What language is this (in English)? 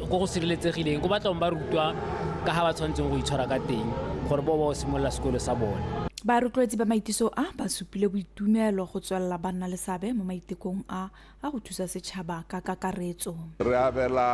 Tswana